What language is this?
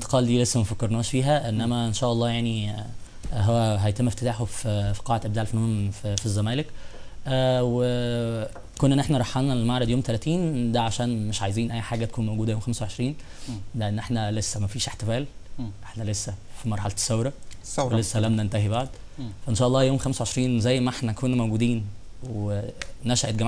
Egyptian Arabic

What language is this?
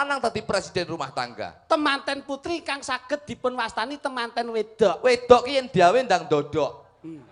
Javanese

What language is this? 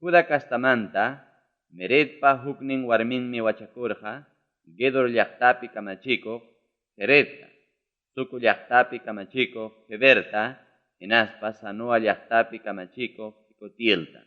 Ayacucho Quechua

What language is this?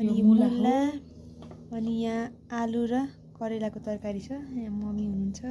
Nepali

